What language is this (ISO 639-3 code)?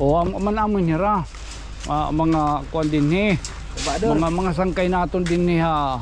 war